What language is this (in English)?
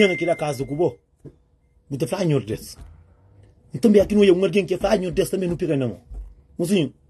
Kabuverdianu